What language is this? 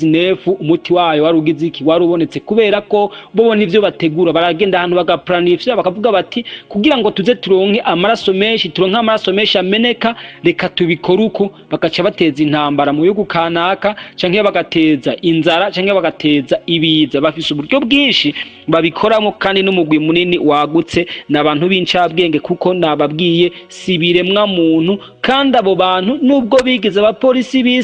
Rundi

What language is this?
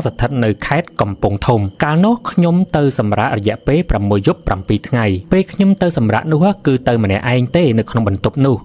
Khmer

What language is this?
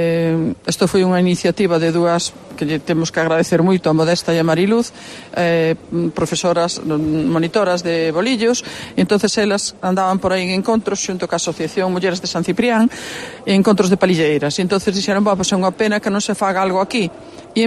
Galician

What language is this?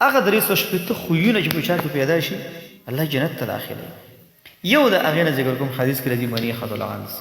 Pashto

